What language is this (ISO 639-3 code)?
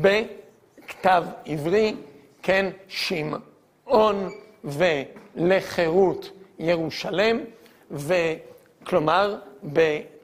heb